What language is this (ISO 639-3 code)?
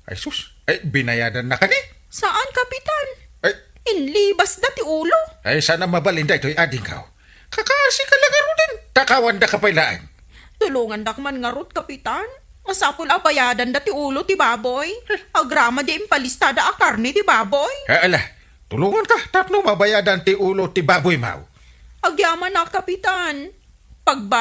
ilo